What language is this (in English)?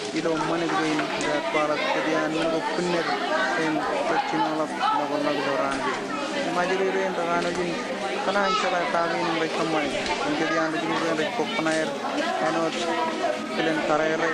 Marshallese